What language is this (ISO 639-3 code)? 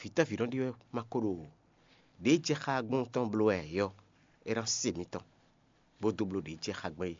fon